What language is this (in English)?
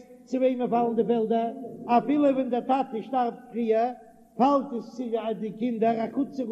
Yiddish